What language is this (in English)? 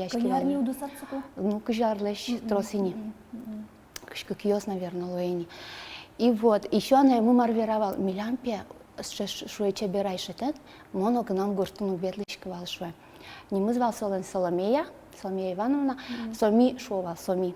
Udmurt